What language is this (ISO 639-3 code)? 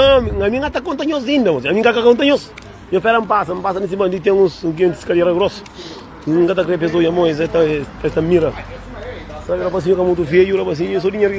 kea